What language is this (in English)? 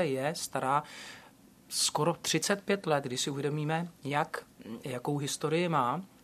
Czech